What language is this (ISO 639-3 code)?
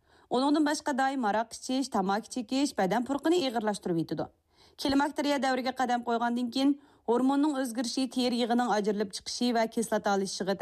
uig